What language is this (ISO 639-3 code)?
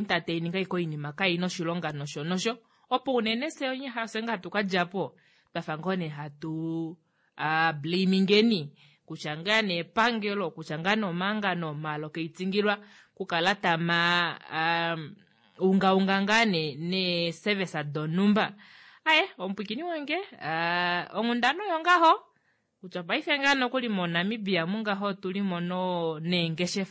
kua